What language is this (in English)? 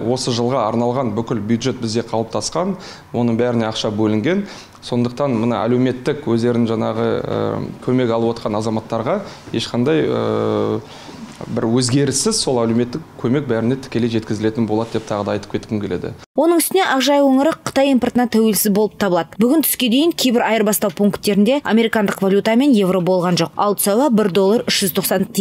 Kazakh